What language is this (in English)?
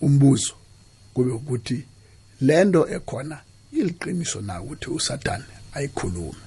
South Ndebele